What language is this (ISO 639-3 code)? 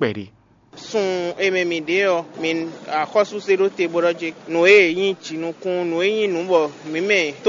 fon